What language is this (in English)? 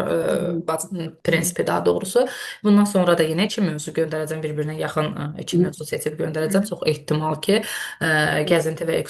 Azerbaijani